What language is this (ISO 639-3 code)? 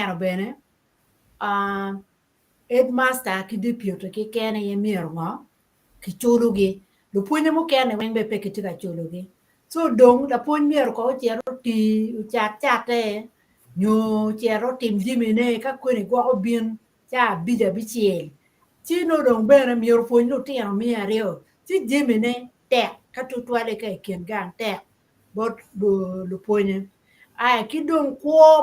ach